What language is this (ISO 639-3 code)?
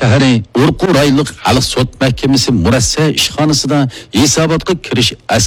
uig